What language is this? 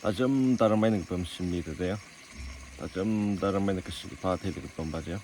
Tangkhul Naga (India)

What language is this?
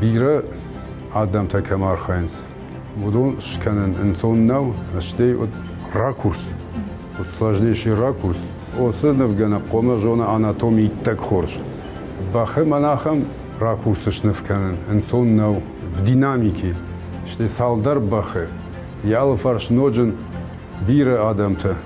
Ossetic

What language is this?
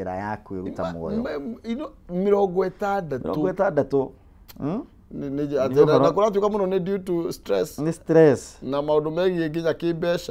Kikuyu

